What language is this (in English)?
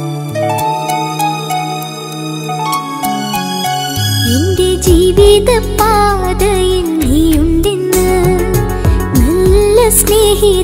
Malayalam